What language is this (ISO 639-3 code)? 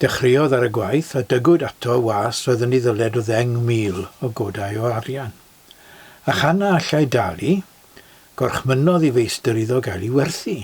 cym